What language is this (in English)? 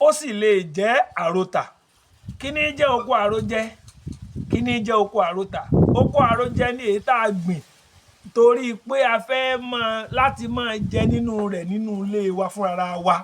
Yoruba